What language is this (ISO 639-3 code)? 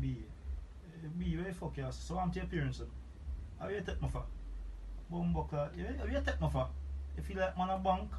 jam